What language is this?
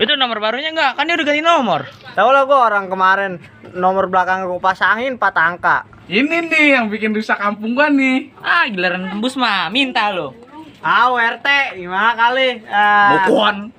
Betawi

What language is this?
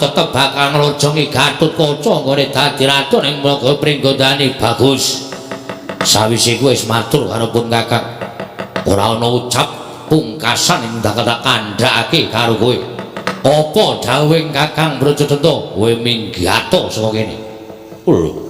Javanese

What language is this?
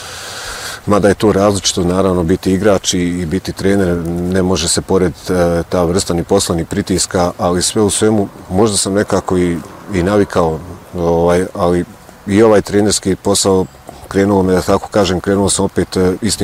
Bosnian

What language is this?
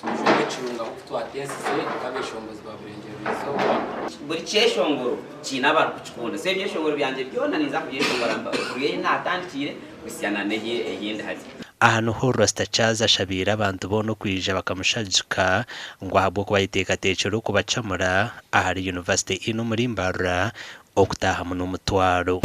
Nyankole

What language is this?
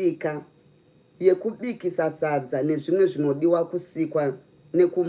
Shona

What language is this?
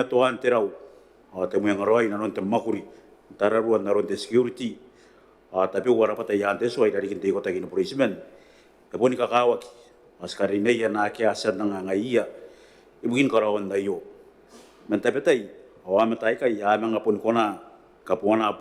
Gilbertese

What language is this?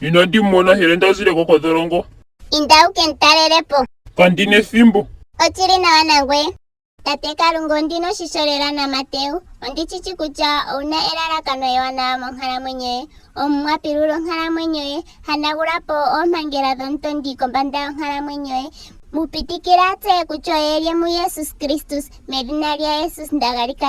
Ndonga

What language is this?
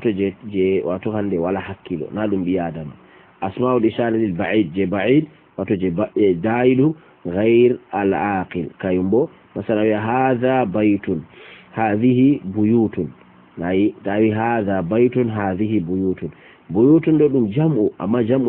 Fula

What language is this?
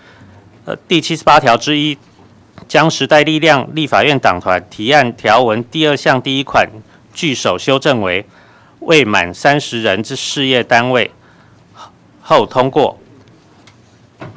Chinese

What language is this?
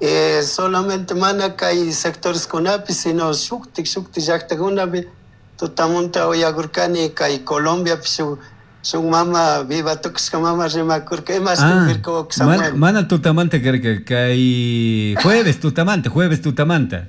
Chimborazo Highland Quichua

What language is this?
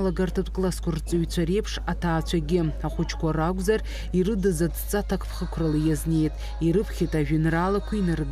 Abkhazian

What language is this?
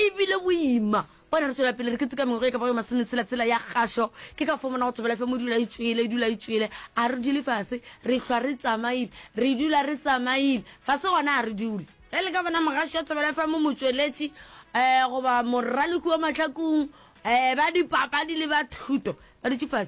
Northern Sotho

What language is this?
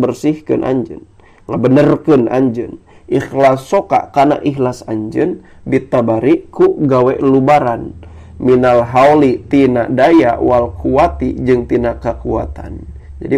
Sundanese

